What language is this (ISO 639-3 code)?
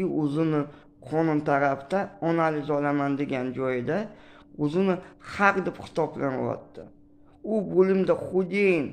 uzb